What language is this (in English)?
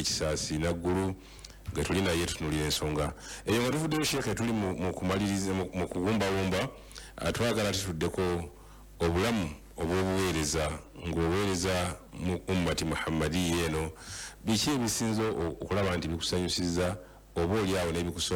Ganda